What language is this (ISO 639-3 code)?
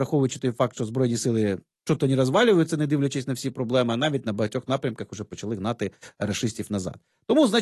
ukr